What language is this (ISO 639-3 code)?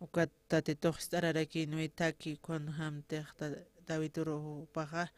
aym